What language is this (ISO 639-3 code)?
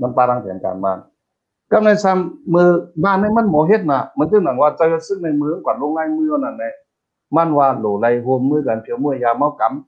shn